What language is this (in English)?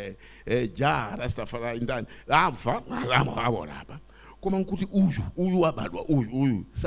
Nyanja